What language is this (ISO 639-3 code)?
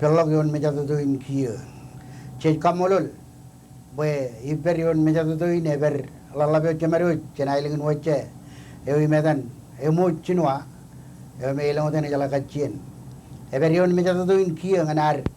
mah